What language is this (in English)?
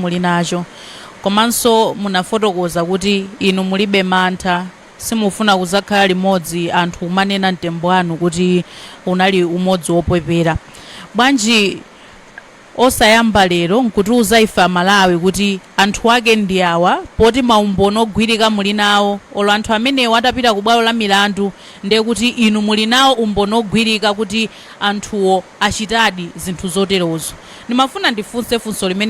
Nyanja